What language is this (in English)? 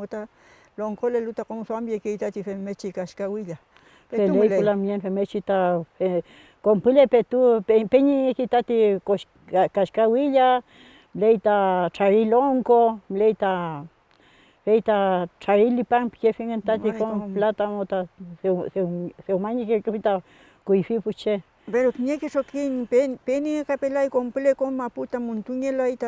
Mapuche